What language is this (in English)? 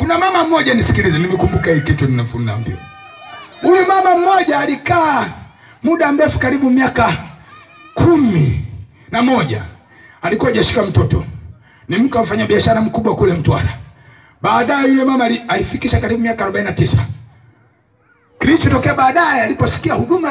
Swahili